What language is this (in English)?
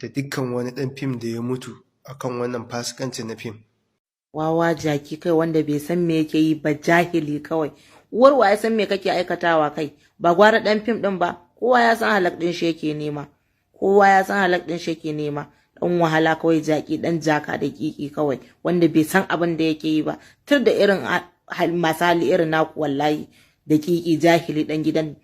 Hausa